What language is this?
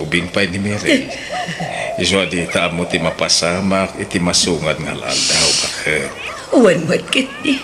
Iloko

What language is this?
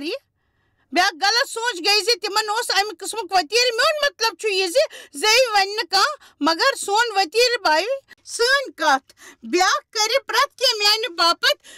Kashmiri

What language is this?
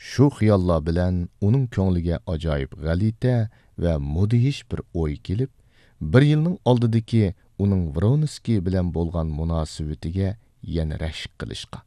Uyghur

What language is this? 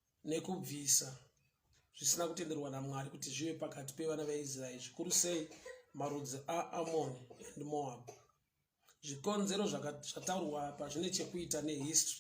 Shona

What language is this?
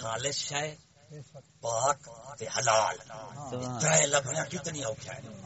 Saraiki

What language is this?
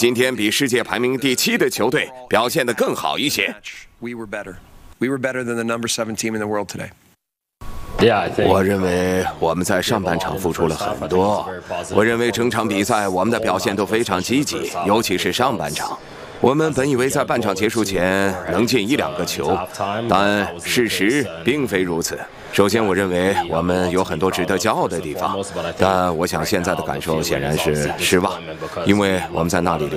Chinese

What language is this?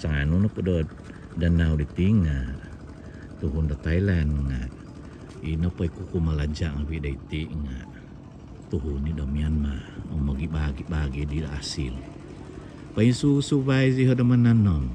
Central Dusun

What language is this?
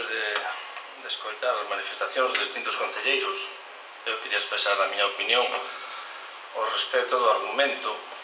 Galician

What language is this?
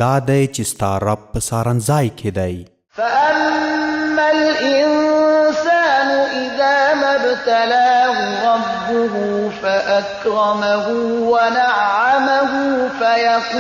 Pashto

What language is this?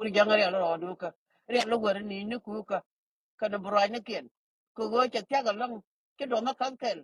Nuer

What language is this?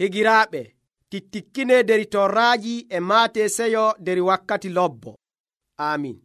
Nigerian Fulfulde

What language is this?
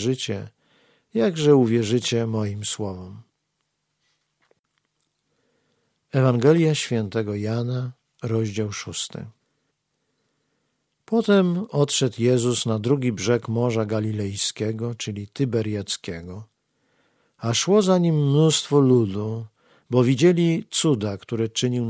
Polish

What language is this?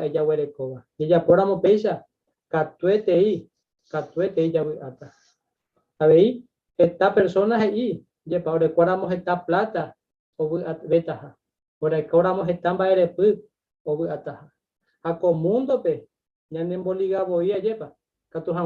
Guarani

